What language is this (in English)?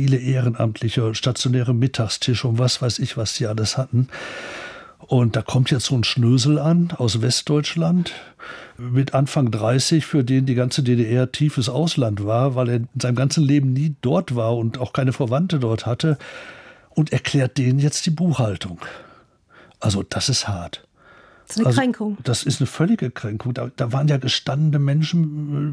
German